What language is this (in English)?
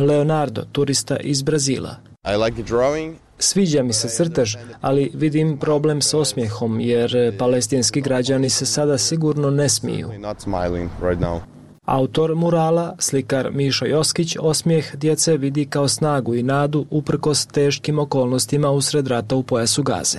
Bosnian